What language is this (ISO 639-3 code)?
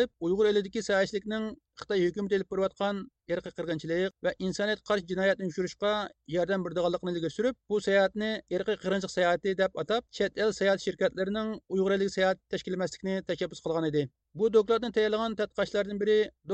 uig